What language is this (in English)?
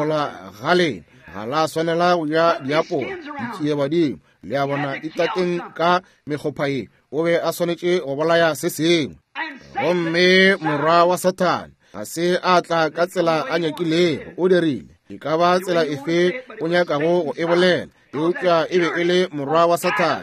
Northern Sotho